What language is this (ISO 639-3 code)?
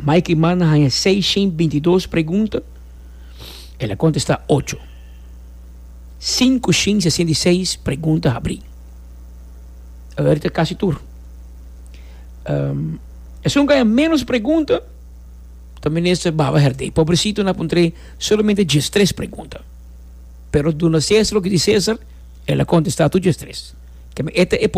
por